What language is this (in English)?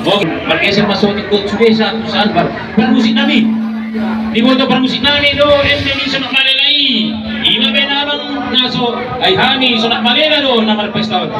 Batak Toba